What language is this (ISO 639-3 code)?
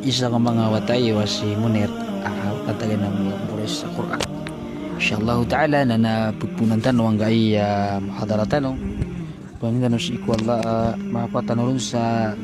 mrw